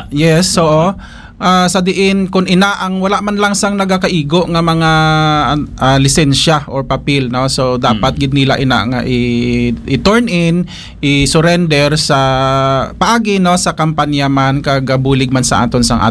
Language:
Hiligaynon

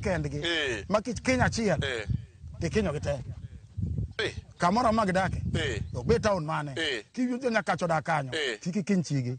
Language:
Luo (Kenya and Tanzania)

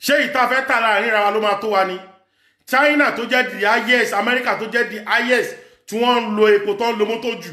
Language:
Yoruba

